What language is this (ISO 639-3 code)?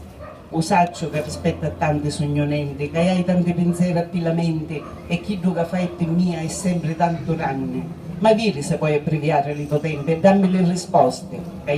scn